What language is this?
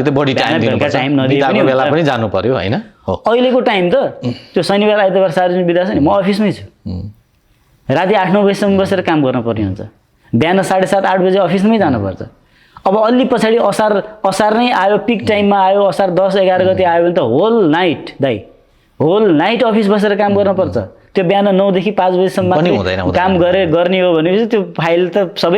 Nepali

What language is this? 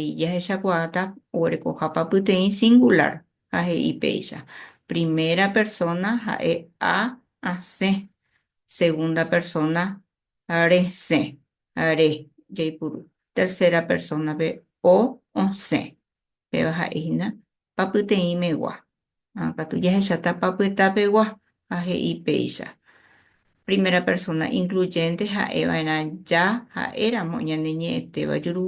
Guarani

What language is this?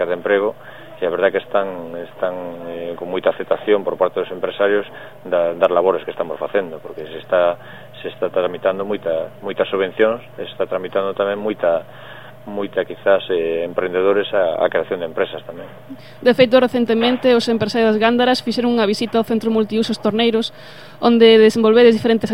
Galician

